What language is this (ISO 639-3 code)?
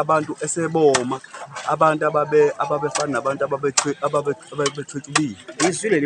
zul